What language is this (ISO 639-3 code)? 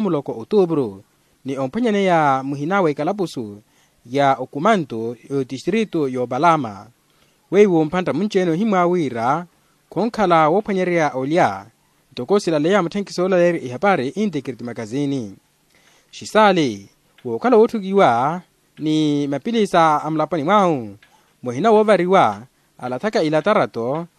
vmw